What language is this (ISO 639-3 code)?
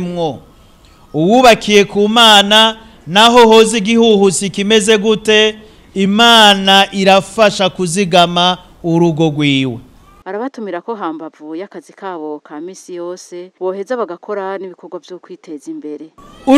run